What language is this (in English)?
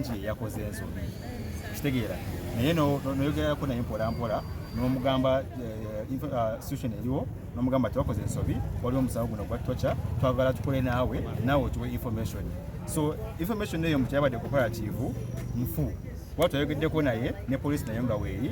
Ganda